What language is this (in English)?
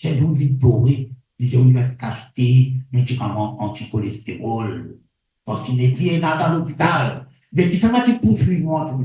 Morisyen